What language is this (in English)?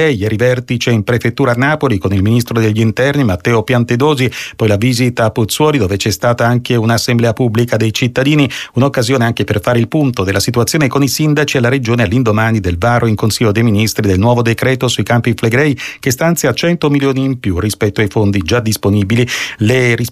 Italian